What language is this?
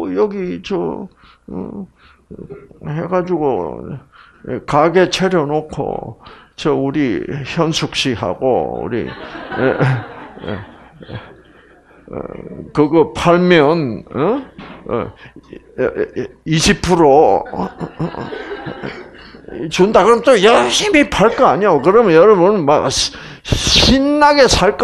Korean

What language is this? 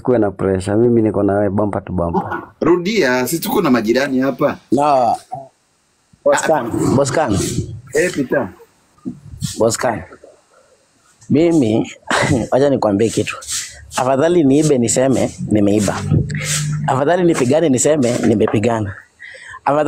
Swahili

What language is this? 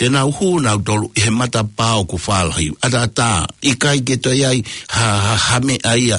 Tongan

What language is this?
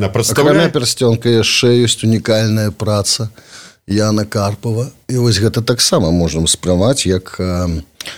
Belarusian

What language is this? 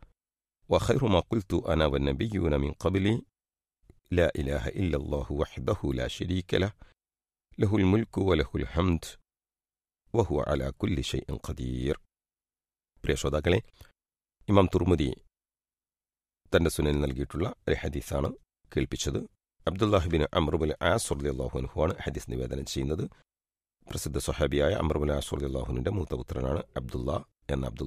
Malayalam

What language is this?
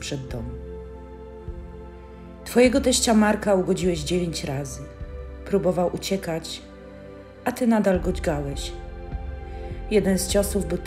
Polish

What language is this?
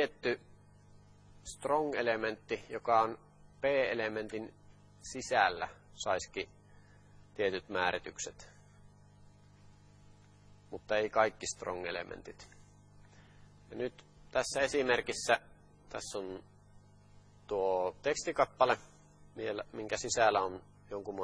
Finnish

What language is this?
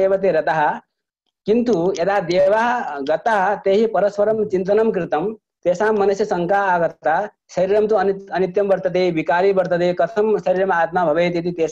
Sanskrit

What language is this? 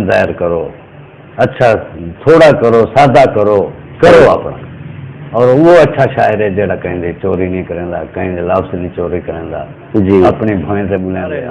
Saraiki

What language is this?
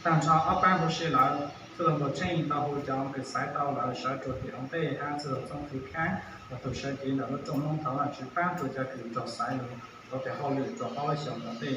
Hmong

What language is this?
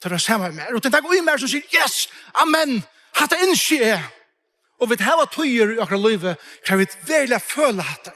Faroese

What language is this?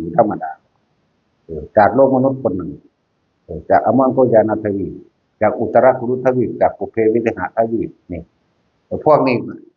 Northeastern Thai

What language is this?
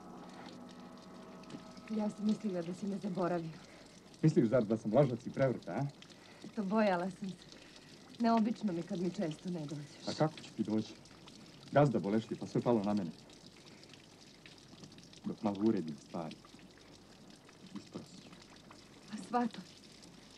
Croatian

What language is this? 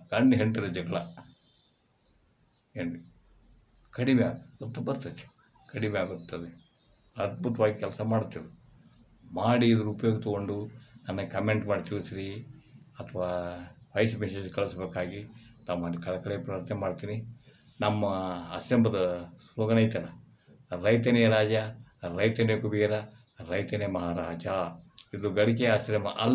Kannada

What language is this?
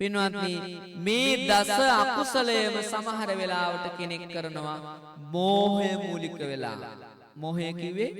Sinhala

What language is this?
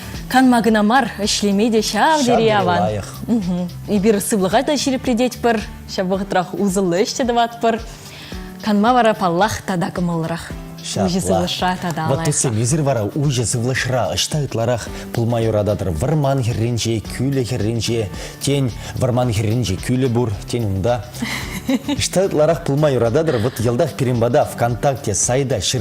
Chuvash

